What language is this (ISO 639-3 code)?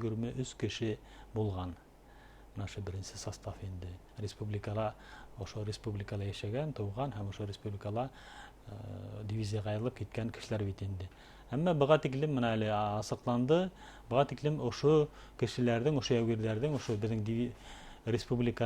bak